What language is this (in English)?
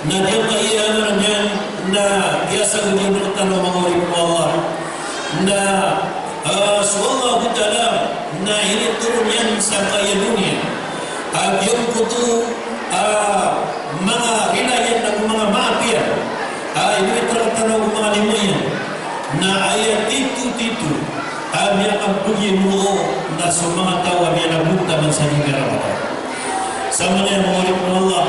Maranao